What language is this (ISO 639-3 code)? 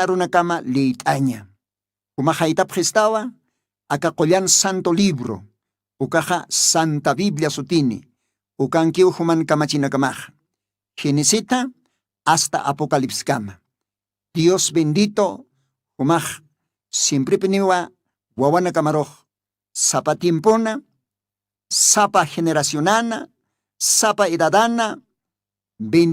aym